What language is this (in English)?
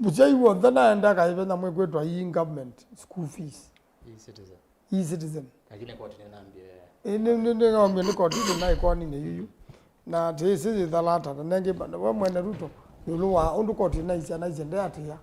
Kamba